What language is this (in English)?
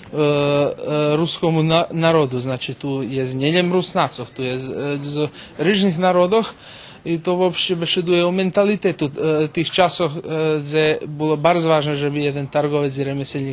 Rusyn